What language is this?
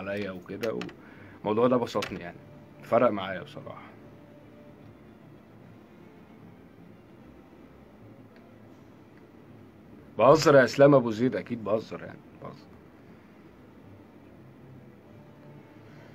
Egyptian Arabic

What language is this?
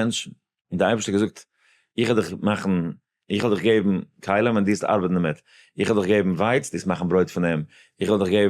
Yiddish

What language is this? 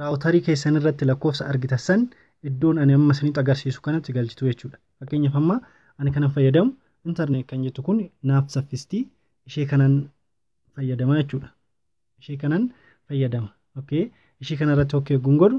Oromo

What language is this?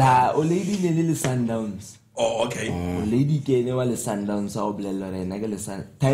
Tswana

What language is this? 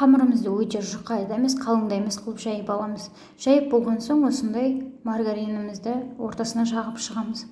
Kazakh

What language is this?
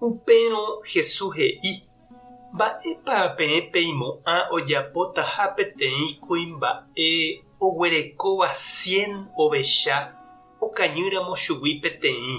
Guarani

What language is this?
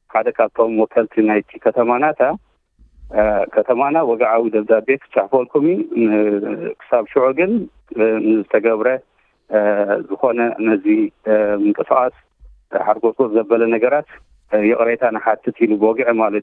Tigrinya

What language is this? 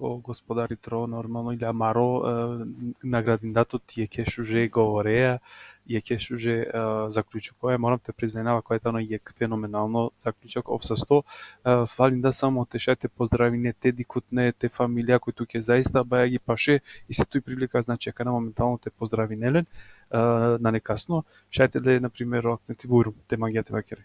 Balkan Romani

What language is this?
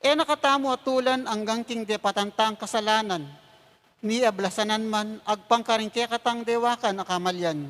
Pampanga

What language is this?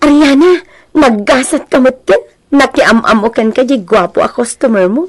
Iloko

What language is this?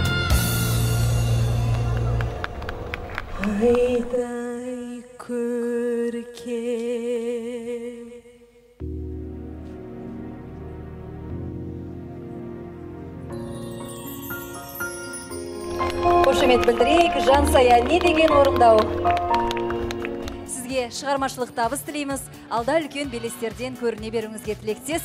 Kazakh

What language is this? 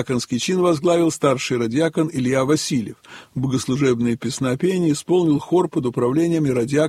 Russian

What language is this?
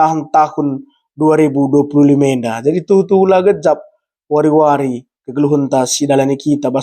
Batak Karo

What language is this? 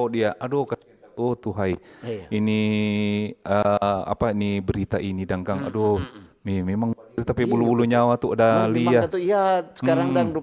Manado Malay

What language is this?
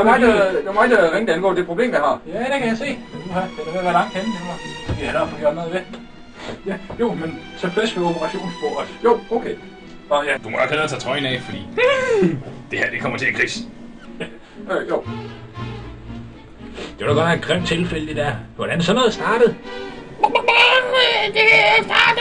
Danish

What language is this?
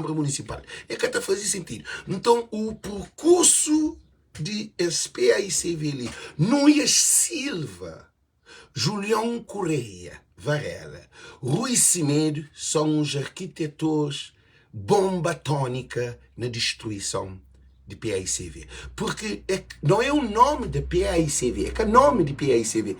Kabuverdianu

